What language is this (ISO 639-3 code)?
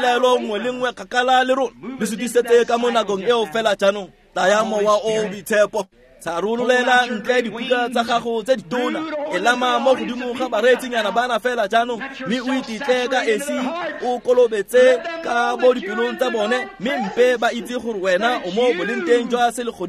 tsn